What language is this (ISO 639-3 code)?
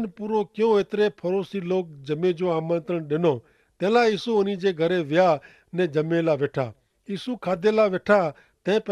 kfr